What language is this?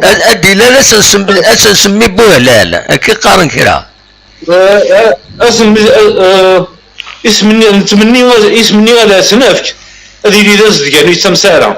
Kabyle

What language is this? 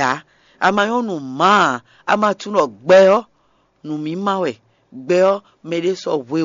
Fon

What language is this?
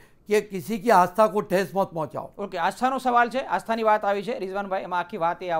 Gujarati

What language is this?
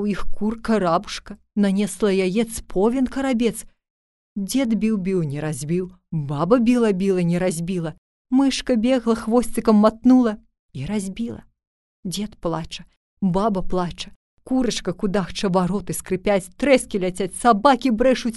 Belarusian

